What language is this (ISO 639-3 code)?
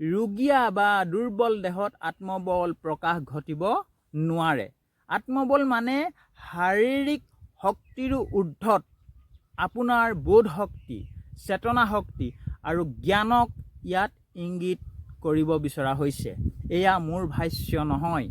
asm